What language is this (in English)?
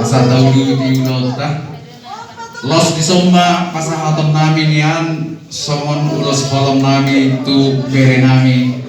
Batak Toba